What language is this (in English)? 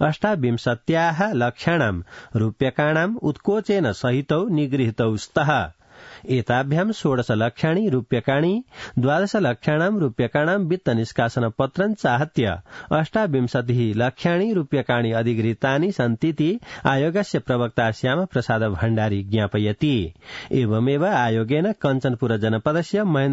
Sanskrit